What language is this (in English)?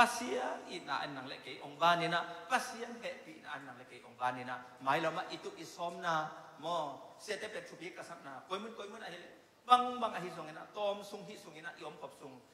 Tedim Chin